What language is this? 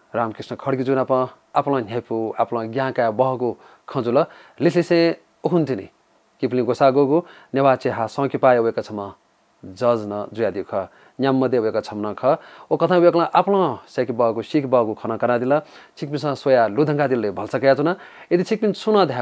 Newari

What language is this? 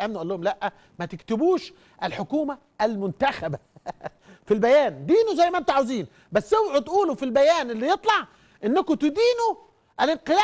Egyptian Arabic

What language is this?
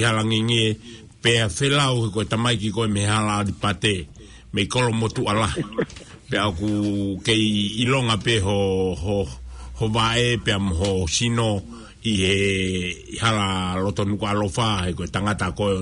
Tongan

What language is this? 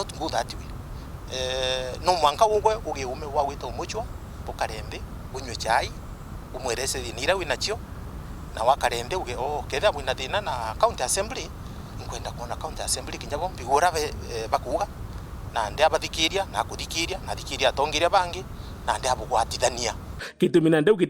Meru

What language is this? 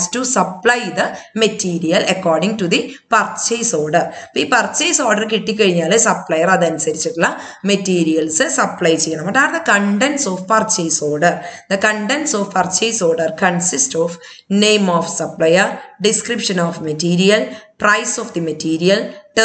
Malayalam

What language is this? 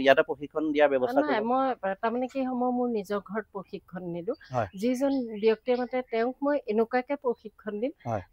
Assamese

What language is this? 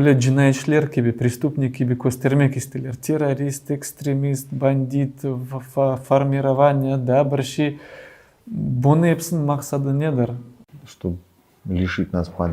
Crimean Tatar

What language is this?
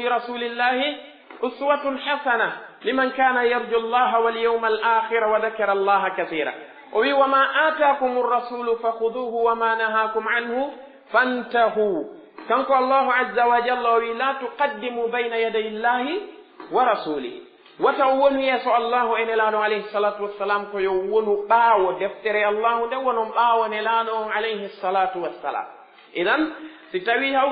Pular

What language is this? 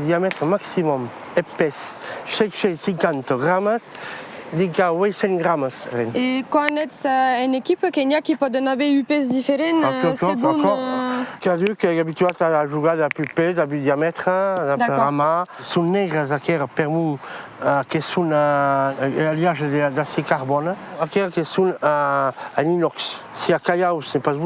Occitan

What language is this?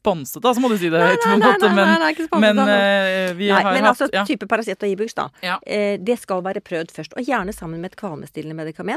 Norwegian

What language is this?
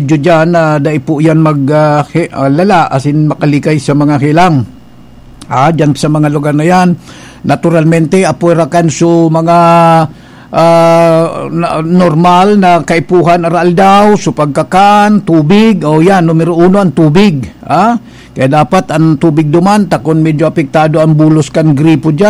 Bikol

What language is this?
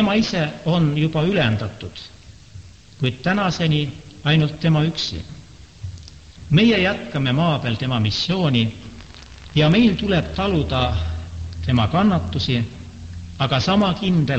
Estonian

